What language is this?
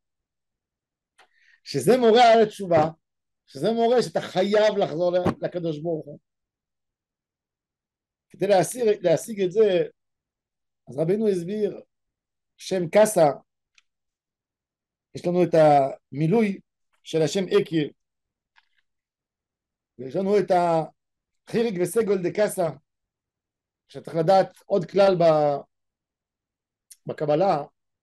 Hebrew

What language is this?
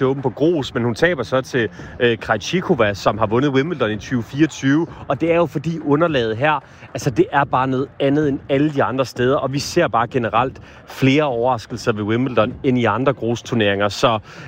Danish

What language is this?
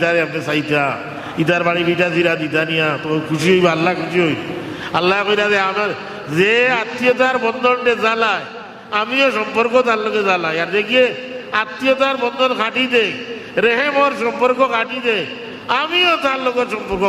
Sylheti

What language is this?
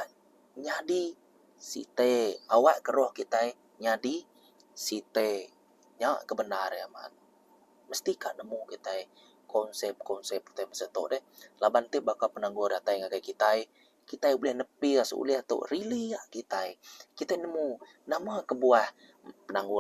Iban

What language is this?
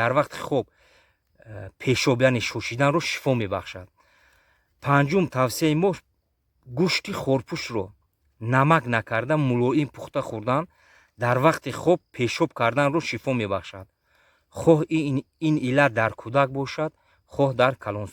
Tajik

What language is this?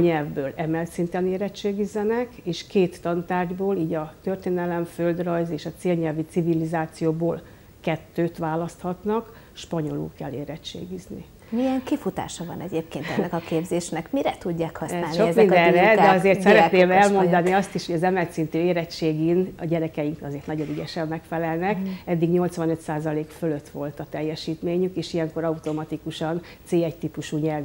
Hungarian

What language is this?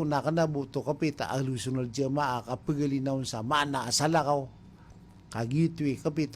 Maranao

